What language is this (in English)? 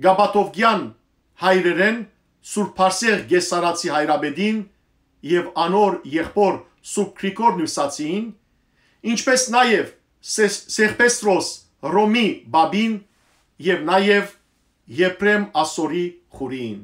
Western Armenian